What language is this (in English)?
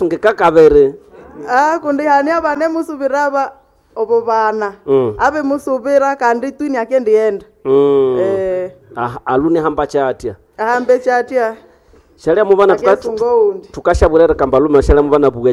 Nande